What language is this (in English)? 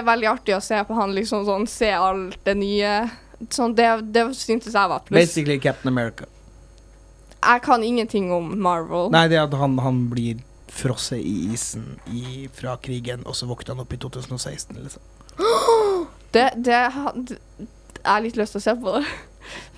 Norwegian